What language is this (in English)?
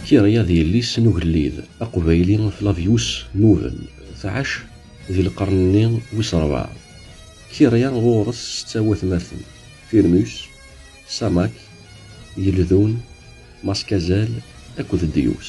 Kabyle